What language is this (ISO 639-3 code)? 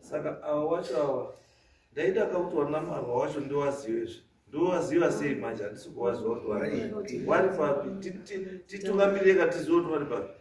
sna